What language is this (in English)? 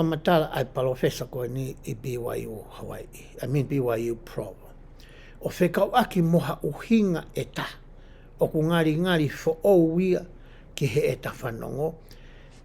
Tongan